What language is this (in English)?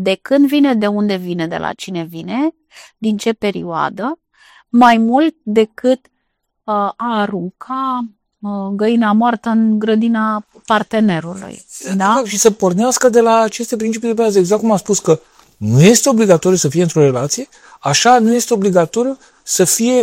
Romanian